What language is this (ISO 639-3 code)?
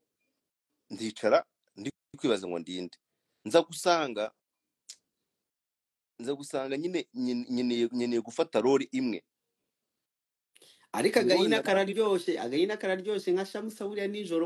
kin